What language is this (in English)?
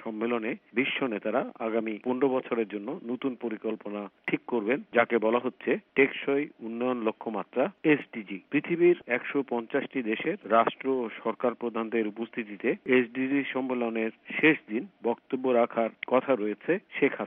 Bangla